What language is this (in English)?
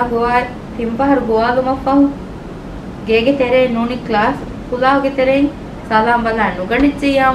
Divehi